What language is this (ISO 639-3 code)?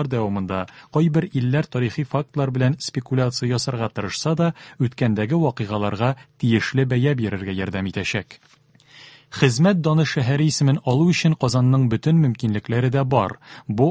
tat